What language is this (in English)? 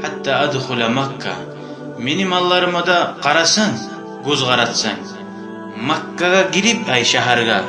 Kumyk